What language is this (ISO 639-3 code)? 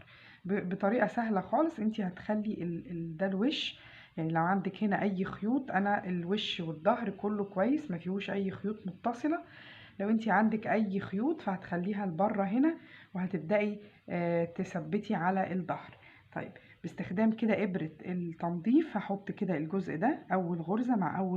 arz